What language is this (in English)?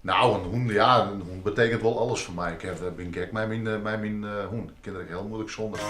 Western Frisian